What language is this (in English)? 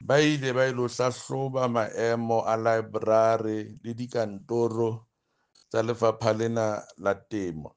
Southern Sotho